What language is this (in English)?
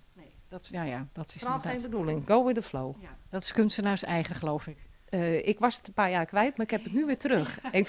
Dutch